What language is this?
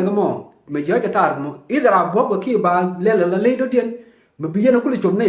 Nuer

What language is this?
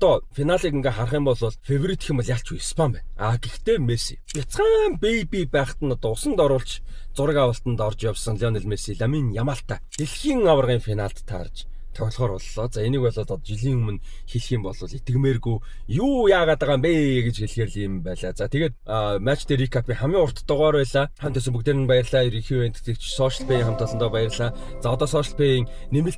Mongolian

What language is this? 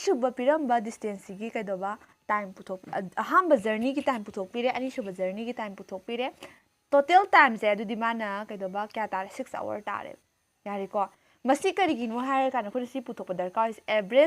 Manipuri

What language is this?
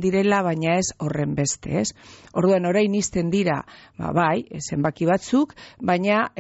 Basque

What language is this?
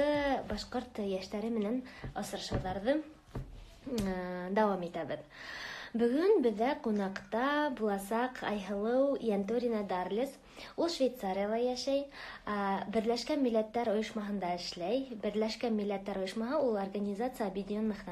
Bashkir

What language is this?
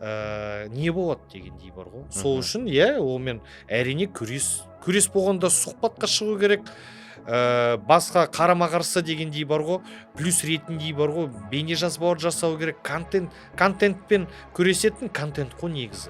Kazakh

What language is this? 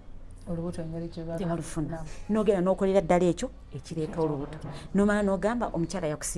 Ganda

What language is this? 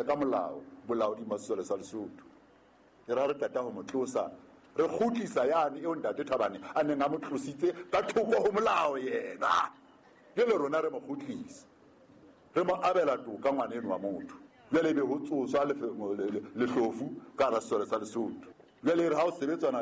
Southern Sotho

